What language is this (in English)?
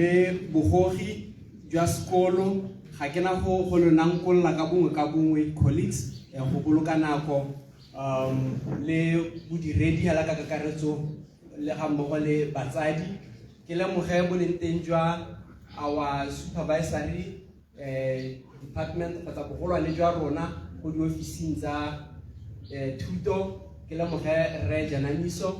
Tswana